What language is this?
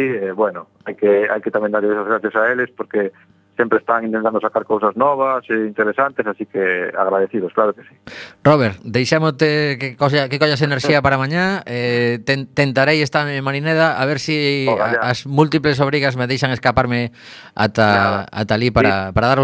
Galician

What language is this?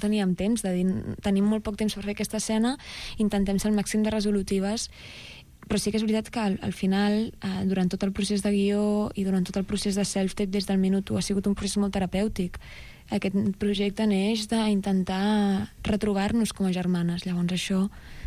Catalan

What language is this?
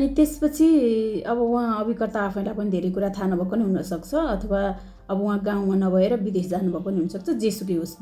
Nepali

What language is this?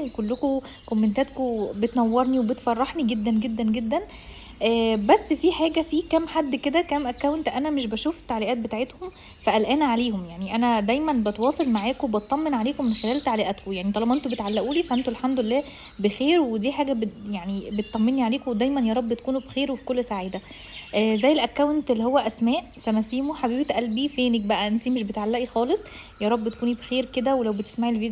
Egyptian Arabic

